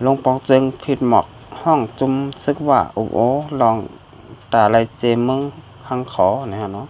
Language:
Shan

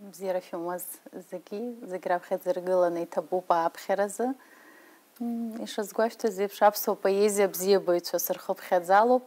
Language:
Abkhazian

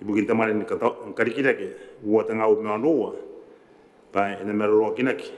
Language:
Gilbertese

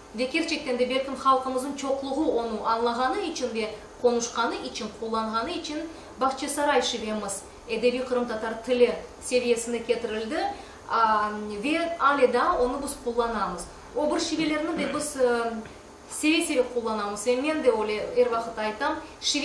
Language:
Crimean Tatar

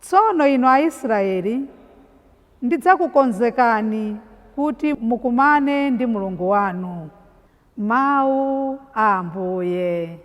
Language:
Nyanja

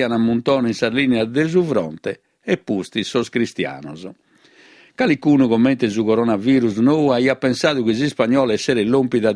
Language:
Sardinian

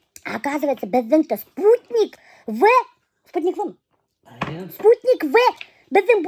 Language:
Bashkir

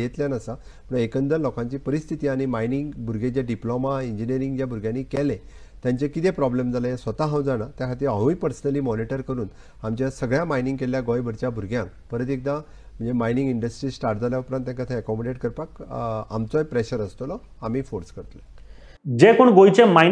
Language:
Konkani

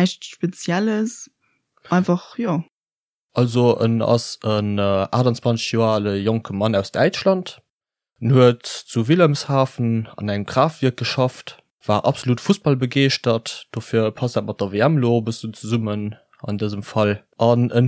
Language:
Luxembourgish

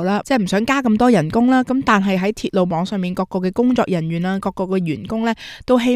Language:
Cantonese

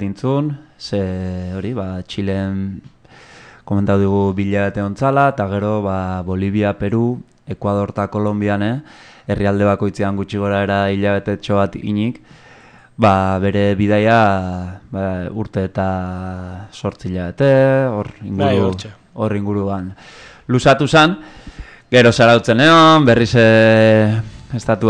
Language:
Basque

